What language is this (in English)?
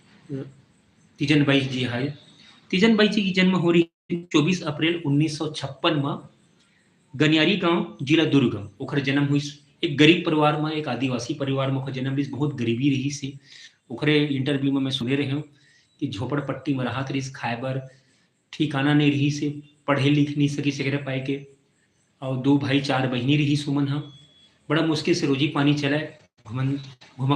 Chhattisgarhi